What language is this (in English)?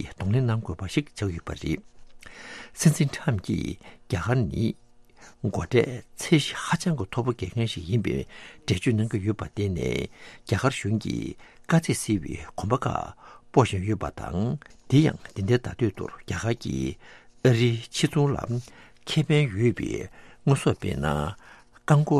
Tibetan